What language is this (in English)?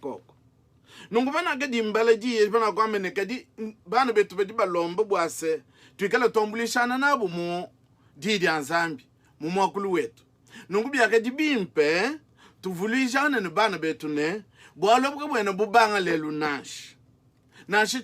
Luba-Lulua